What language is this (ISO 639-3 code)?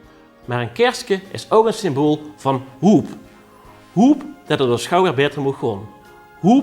lim